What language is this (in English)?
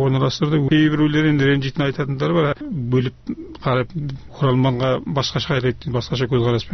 Kazakh